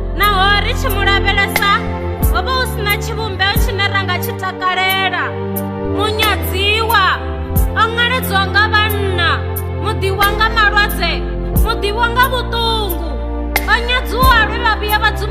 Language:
Venda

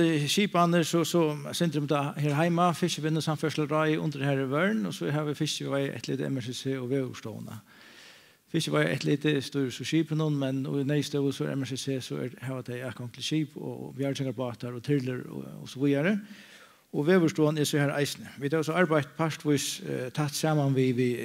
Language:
Faroese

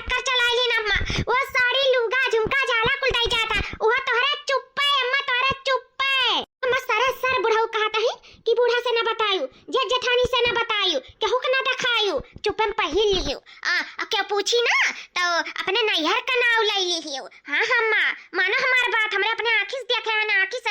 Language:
Awadhi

